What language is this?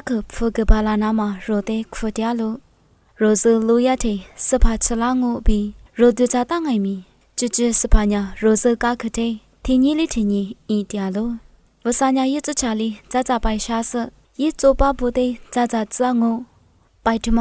Lisu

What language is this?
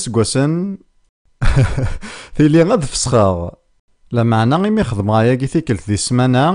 Kabyle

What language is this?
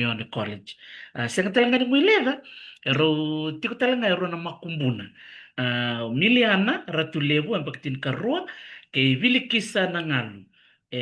Fijian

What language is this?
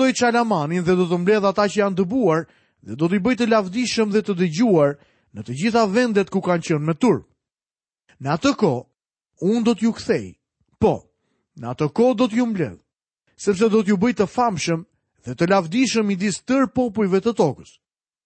Albanian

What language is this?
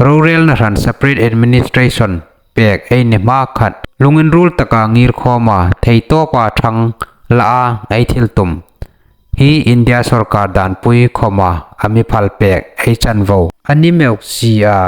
Hmar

